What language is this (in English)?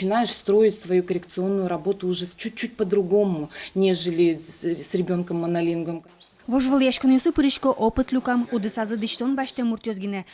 Udmurt